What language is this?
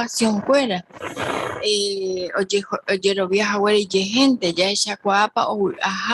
Guarani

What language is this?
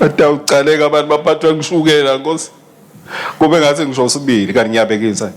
Swati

